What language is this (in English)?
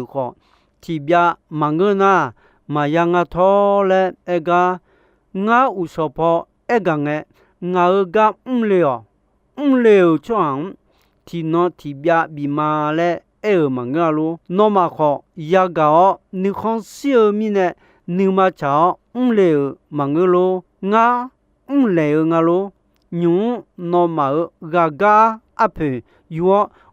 Akha